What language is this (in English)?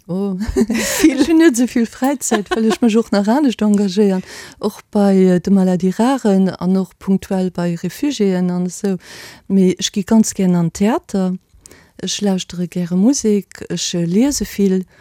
Luxembourgish